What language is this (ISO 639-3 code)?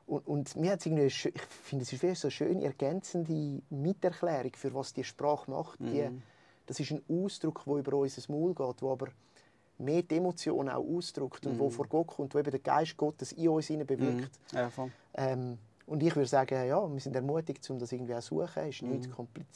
gsw